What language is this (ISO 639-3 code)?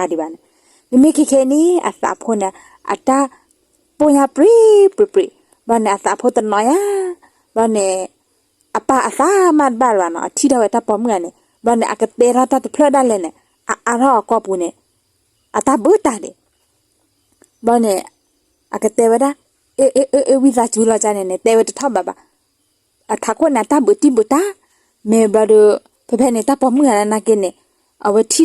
ksw